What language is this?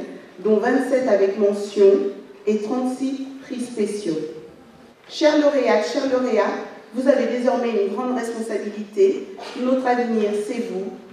French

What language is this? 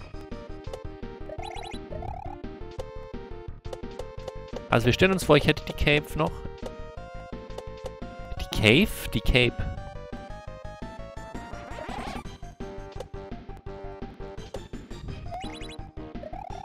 German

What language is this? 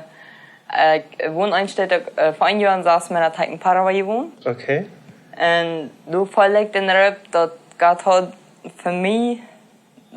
Plautdietsch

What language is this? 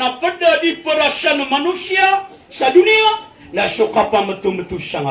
Maranao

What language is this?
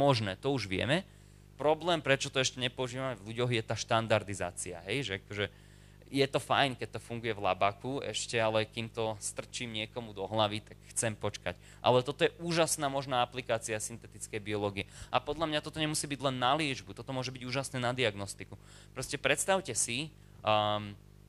Slovak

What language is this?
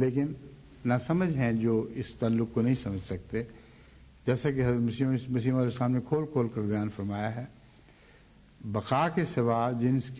Urdu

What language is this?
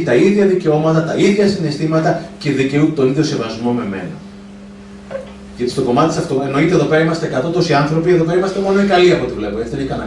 Greek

